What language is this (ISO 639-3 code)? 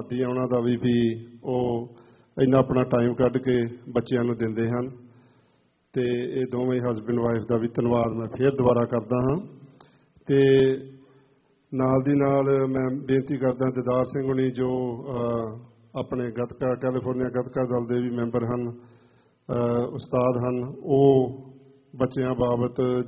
pan